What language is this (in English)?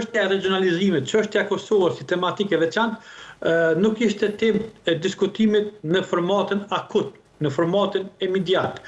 Albanian